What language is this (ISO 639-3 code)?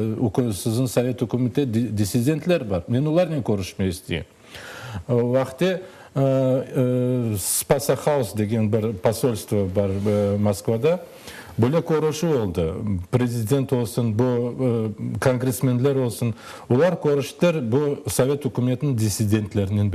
crh